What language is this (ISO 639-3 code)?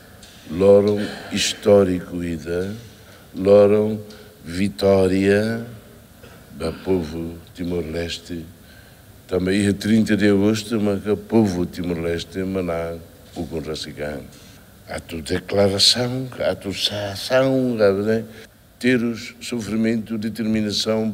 tet